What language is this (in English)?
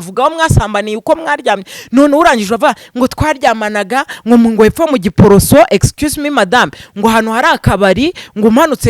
Kinyarwanda